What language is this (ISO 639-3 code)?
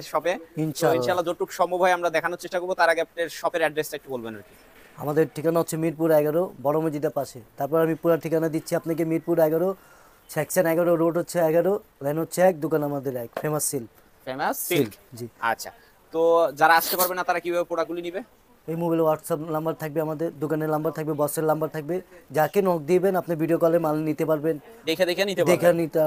ben